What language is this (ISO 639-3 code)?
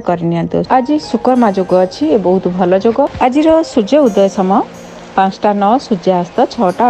ori